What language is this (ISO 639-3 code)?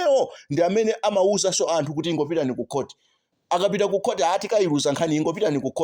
nya